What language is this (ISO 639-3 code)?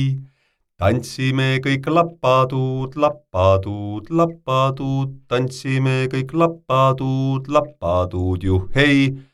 est